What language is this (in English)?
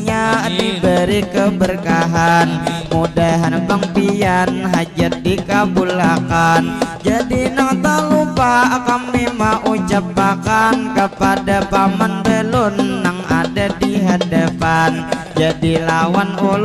Banjar